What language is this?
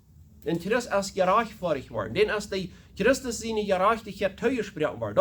Plautdietsch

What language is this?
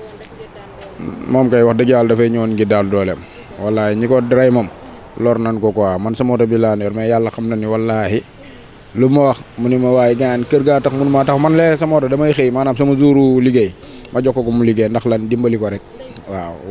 Wolof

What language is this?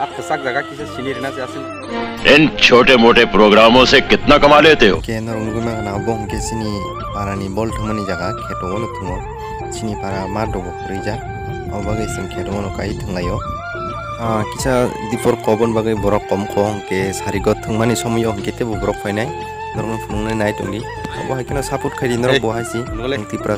Kok Borok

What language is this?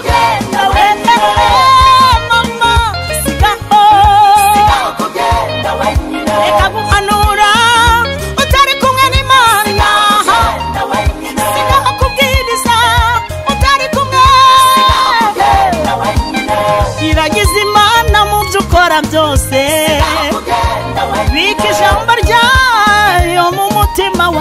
Kinyarwanda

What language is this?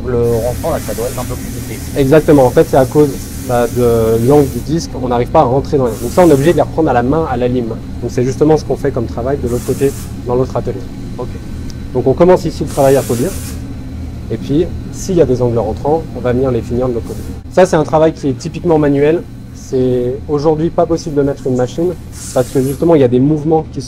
French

